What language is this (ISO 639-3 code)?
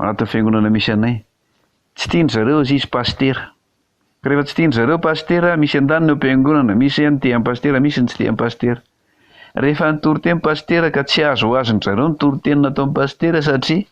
mlg